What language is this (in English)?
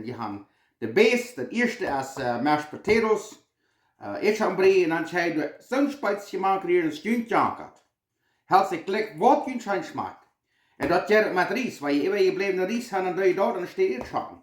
Plautdietsch